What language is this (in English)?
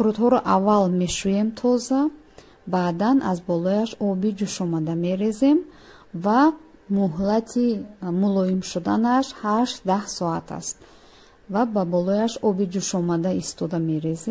Tajik